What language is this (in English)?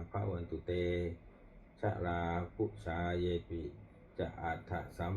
Pali